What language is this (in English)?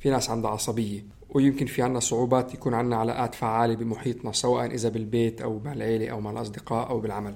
North Levantine Arabic